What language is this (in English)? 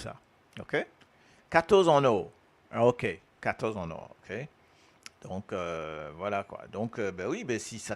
Morisyen